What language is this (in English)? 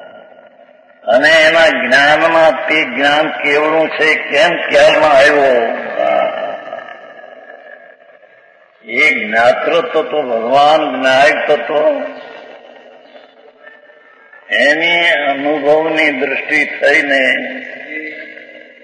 Gujarati